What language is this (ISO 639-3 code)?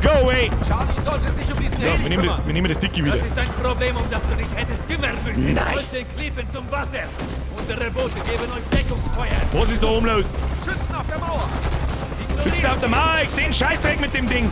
bar